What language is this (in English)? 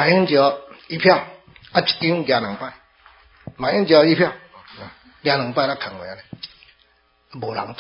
Min Nan Chinese